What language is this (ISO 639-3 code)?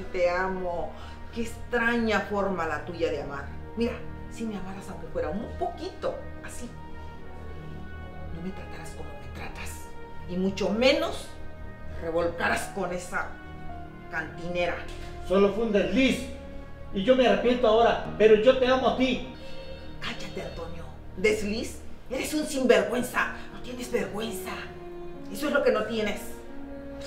spa